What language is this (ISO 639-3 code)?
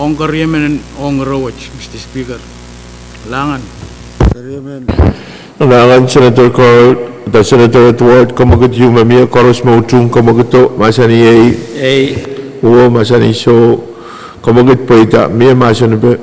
pon